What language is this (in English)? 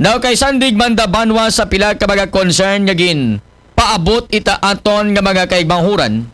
Aklanon